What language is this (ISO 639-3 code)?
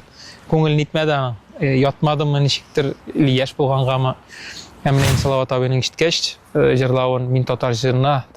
tat